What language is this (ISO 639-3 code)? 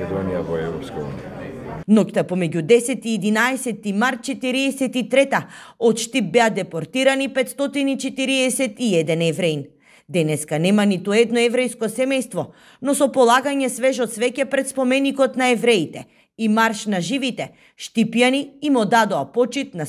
mkd